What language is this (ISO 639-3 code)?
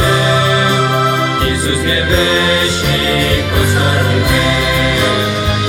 ron